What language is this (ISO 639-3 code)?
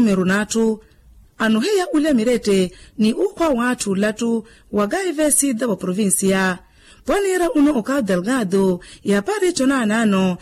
vmw